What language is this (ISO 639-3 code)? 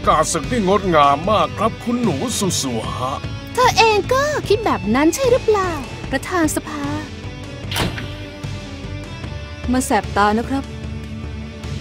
tha